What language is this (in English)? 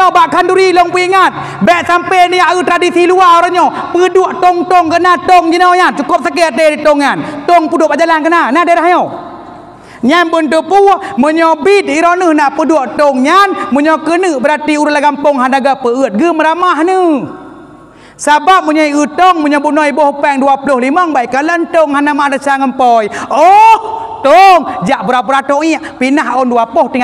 Achinese